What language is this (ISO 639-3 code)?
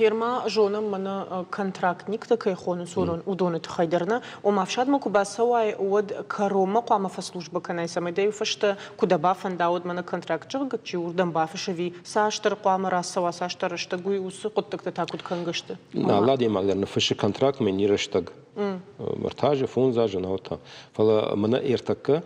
oss